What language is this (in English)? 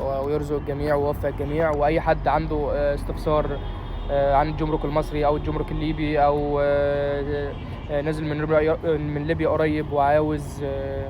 Egyptian Arabic